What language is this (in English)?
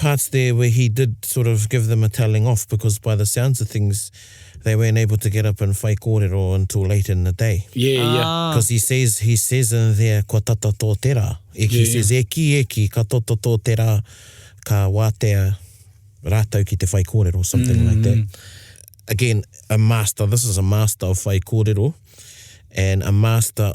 Māori